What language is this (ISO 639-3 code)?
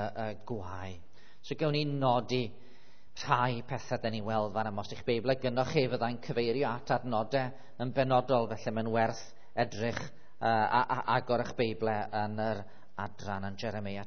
cym